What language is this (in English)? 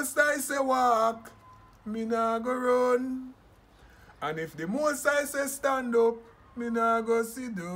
Jamaican Creole English